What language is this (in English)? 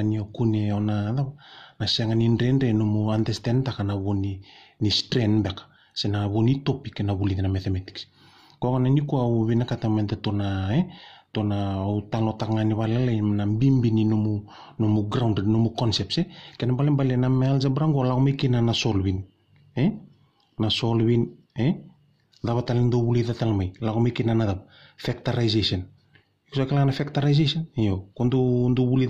Fijian